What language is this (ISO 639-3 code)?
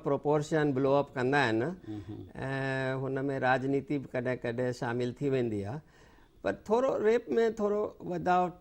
snd